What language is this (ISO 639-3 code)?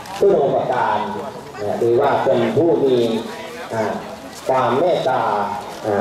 tha